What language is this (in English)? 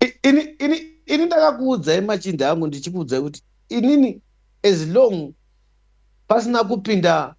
Shona